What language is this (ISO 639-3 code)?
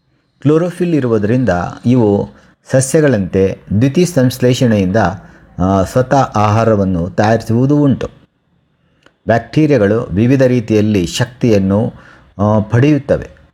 kan